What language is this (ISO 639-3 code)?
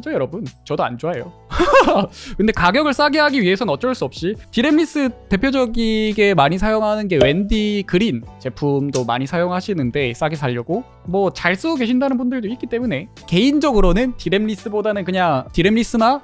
kor